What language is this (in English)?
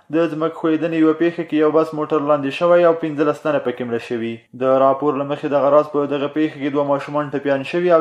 Pashto